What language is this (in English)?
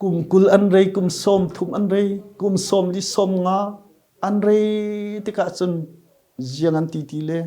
Falam Chin